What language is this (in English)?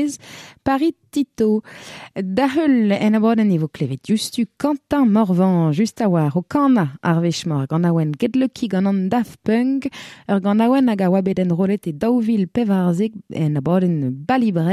Breton